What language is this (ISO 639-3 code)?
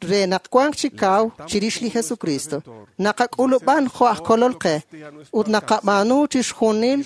kek